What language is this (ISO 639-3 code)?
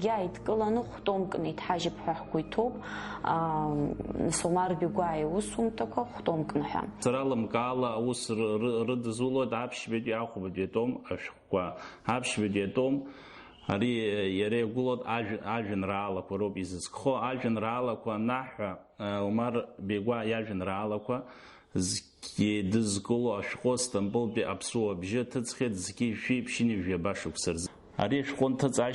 abk